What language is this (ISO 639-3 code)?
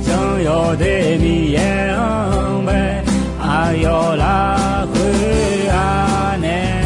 ahk